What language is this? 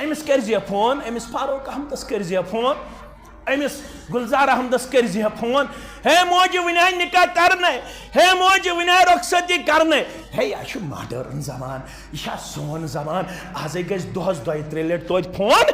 Kashmiri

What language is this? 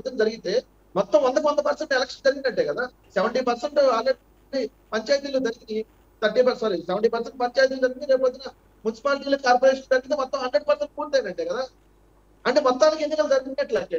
Telugu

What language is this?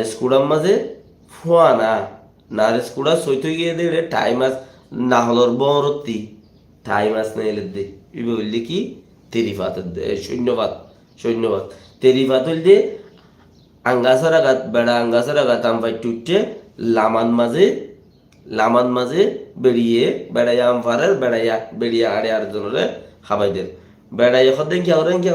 Rohingya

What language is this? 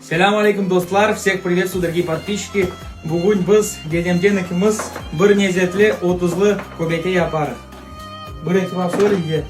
Crimean Tatar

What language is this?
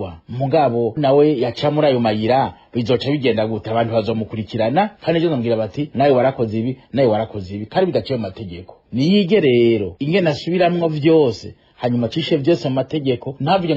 Rundi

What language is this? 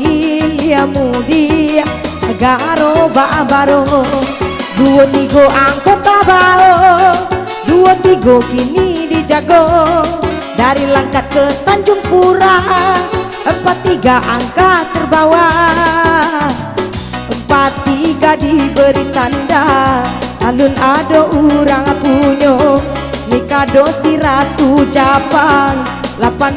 Minangkabau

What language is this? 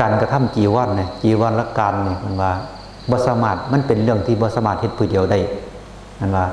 Northeastern Thai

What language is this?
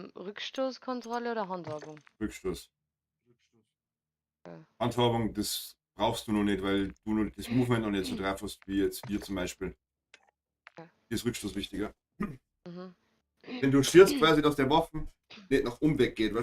Bavarian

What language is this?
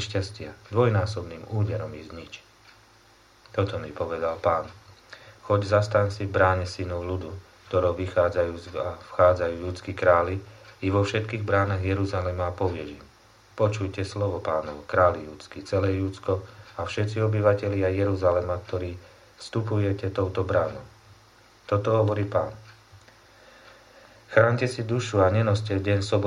Slovak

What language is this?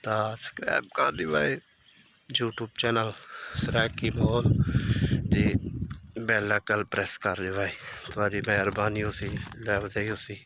Saraiki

